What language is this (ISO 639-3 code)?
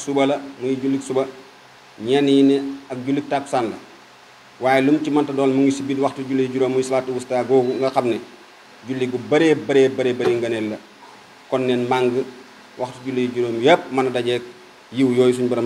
wol